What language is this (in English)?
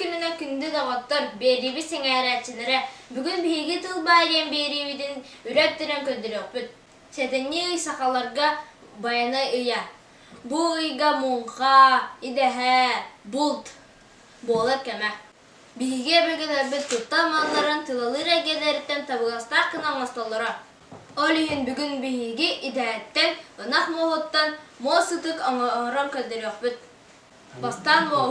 Yakut